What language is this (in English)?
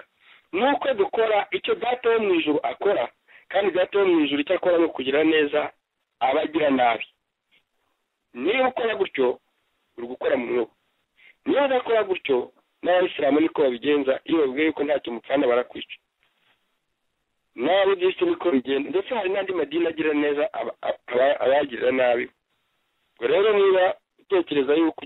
Kinyarwanda